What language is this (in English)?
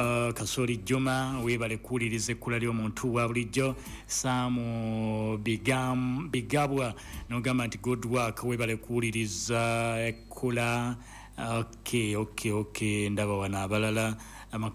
Ganda